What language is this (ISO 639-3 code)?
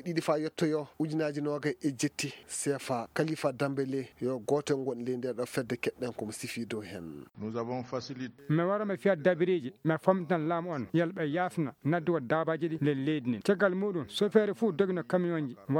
ful